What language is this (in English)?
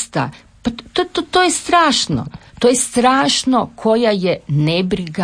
Croatian